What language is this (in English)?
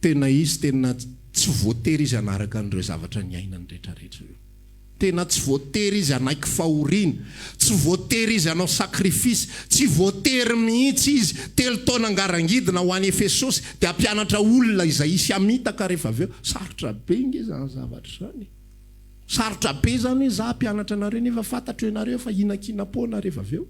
Malagasy